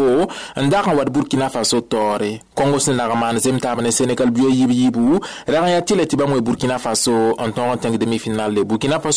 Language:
Mossi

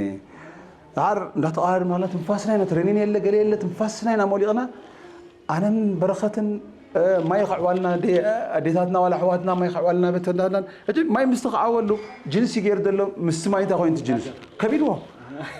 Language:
Tigrinya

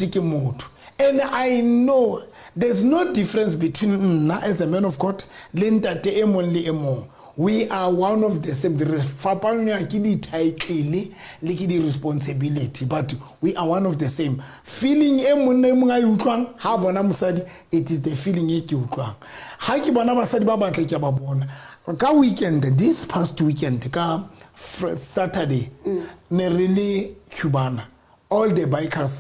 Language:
Southern Sotho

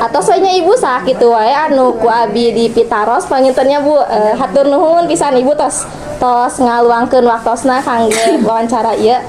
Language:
Sundanese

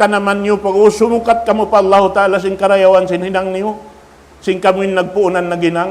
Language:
Tausug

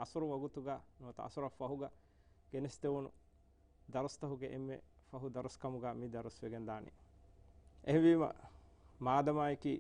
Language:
Divehi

